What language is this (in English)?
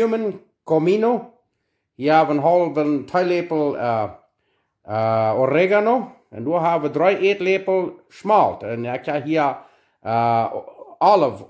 Plautdietsch